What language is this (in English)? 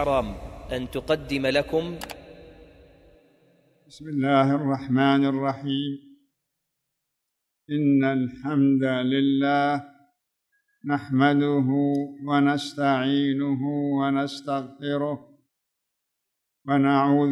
Arabic